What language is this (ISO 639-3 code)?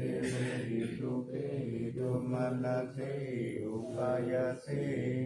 pli